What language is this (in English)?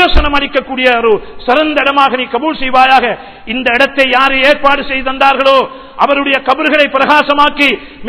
Tamil